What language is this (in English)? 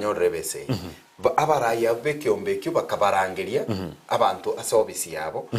Gusii